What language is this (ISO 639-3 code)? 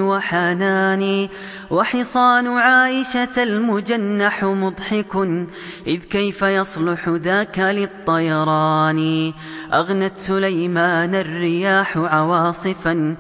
ara